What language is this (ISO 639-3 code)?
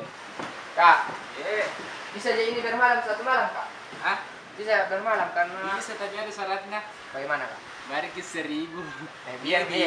mfp